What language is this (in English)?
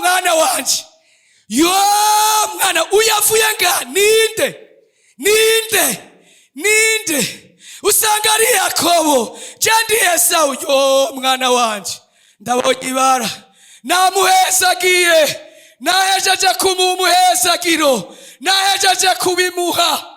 Rundi